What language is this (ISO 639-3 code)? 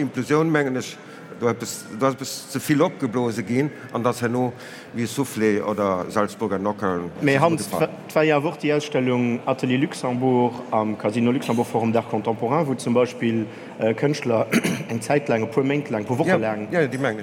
ltz